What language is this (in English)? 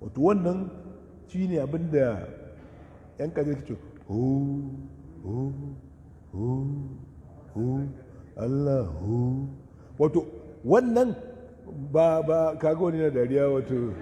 Hausa